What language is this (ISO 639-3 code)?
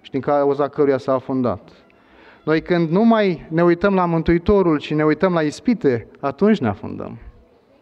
ron